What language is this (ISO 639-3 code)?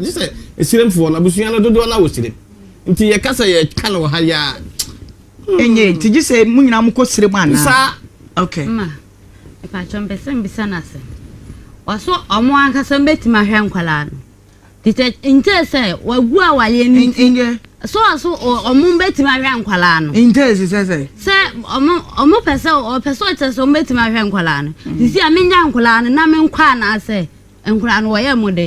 aka